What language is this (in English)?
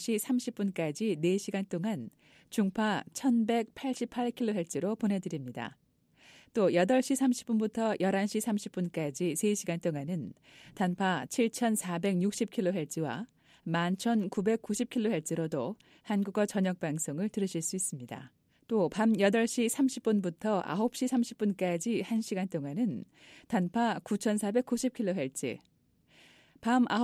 Korean